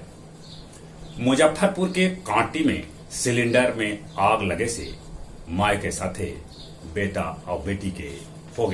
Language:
Magahi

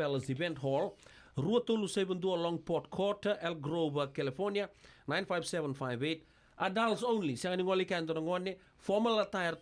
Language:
Fijian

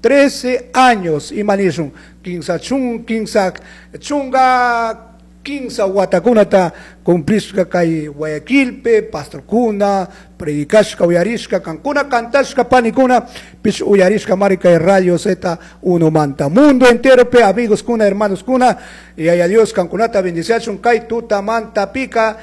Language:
Chimborazo Highland Quichua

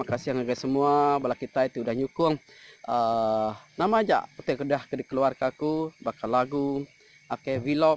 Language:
Iban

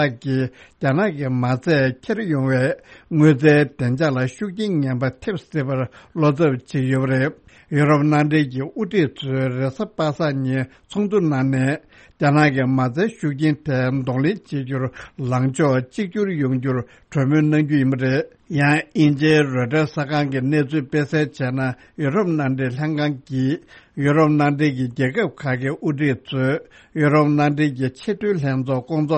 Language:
Tibetan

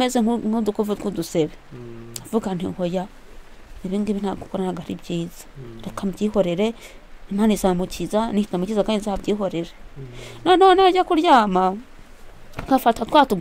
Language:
Kinyarwanda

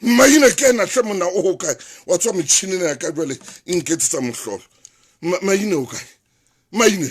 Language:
Southern Sotho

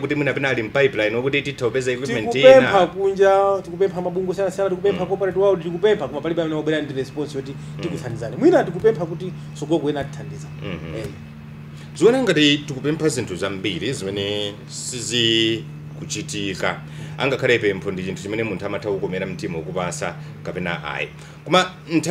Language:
Nyanja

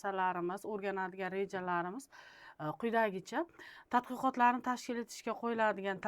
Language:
Uzbek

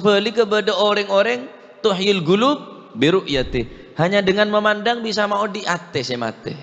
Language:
Madurese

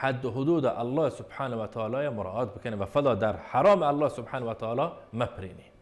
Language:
Baluchi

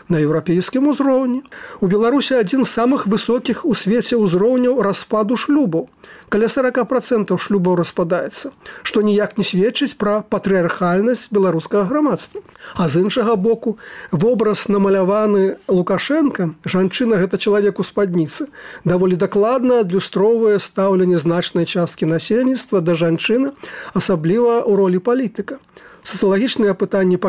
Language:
Belarusian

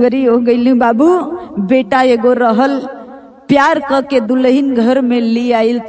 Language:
Bhojpuri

